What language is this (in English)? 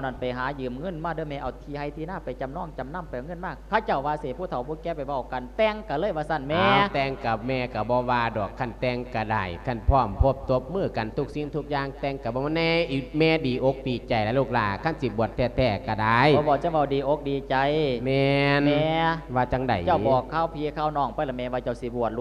Lao